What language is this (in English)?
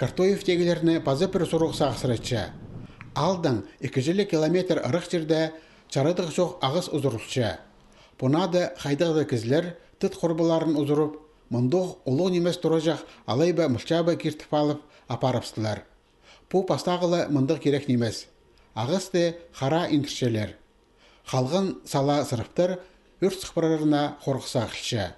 Khakas